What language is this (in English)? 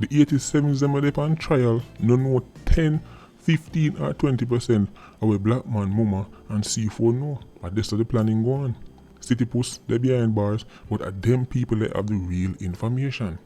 Jamaican Creole English